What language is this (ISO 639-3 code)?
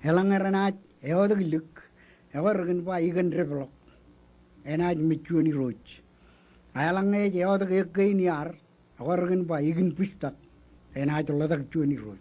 mah